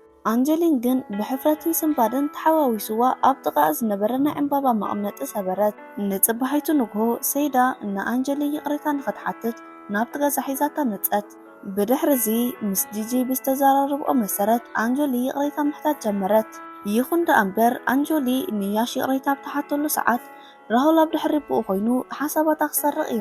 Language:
Tigrinya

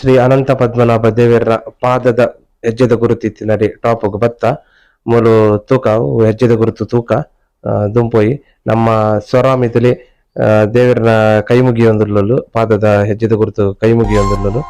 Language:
Tulu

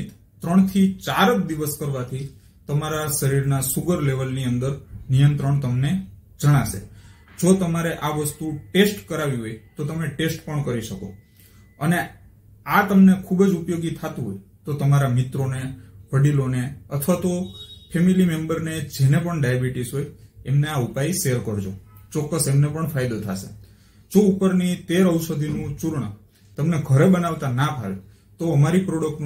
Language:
Gujarati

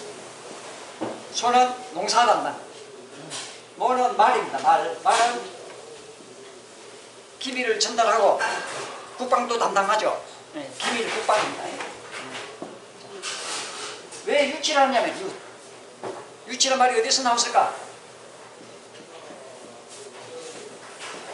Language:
Korean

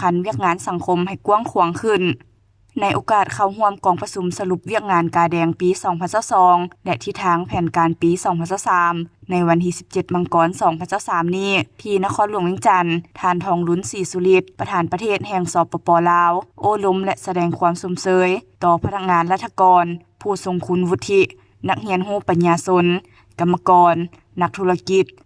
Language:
Lao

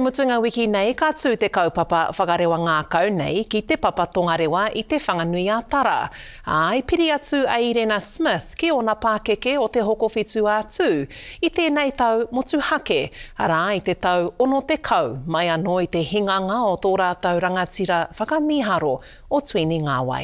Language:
Māori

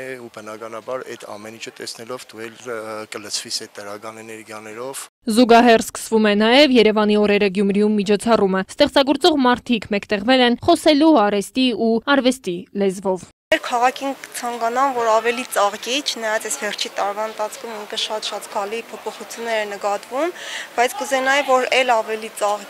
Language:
Armenian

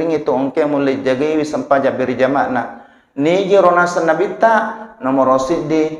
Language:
Buginese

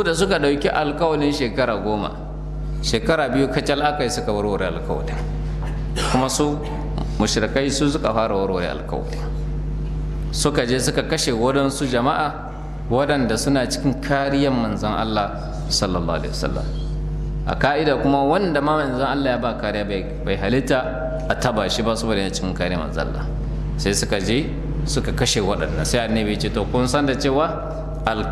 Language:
Hausa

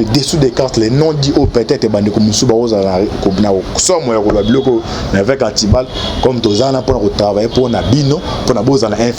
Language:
Lingala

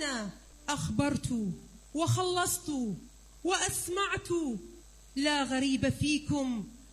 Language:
Arabic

